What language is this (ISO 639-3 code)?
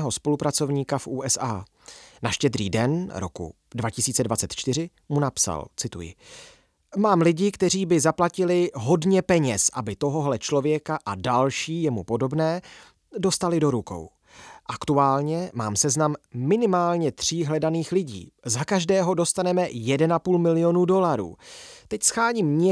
ces